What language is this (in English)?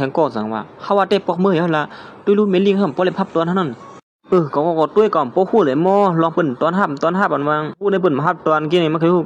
Shan